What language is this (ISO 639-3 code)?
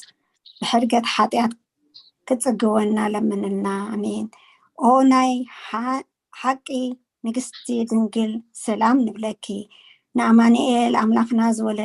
tir